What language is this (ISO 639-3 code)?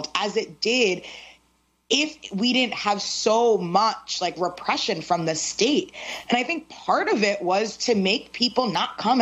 eng